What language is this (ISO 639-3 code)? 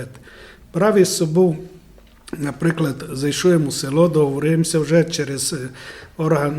rue